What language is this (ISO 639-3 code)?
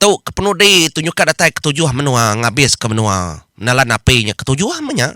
iba